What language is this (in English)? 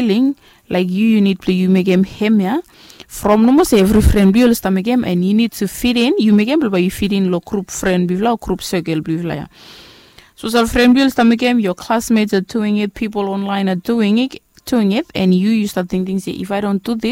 Bislama